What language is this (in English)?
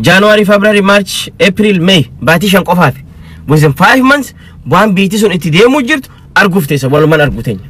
Oromo